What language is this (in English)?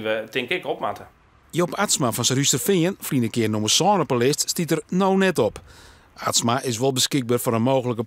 Western Frisian